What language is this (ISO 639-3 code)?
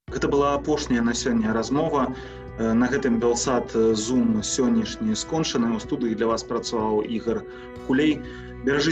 bel